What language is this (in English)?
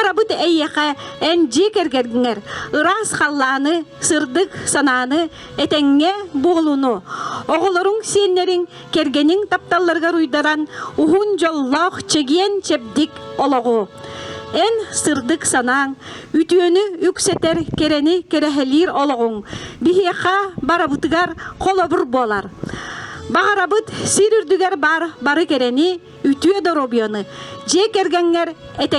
Yakut